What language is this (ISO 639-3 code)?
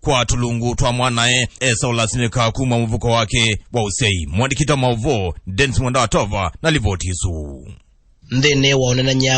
kam